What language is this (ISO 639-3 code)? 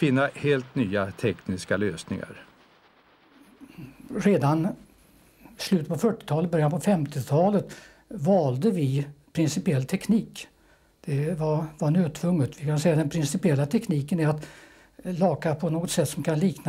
swe